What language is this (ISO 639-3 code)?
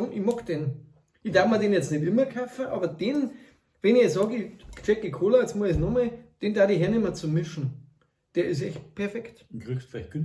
bar